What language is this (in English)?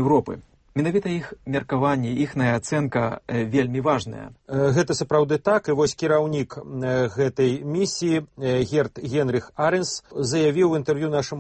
Belarusian